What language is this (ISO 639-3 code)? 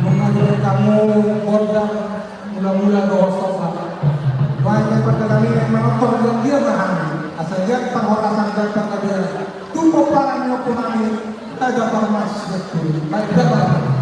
bbc